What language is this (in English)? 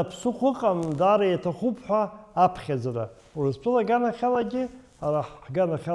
Abkhazian